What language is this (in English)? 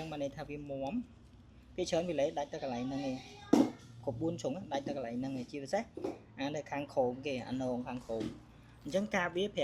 Khmer